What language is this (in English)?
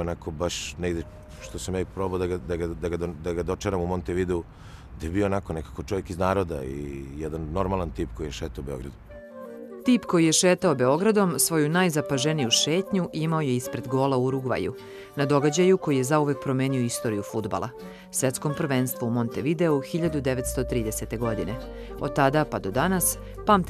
Serbian